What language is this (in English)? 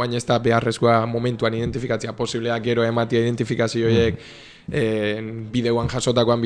Basque